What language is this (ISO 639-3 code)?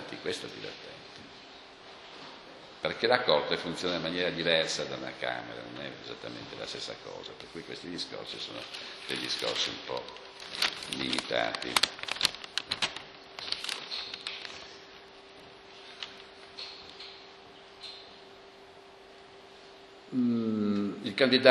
ita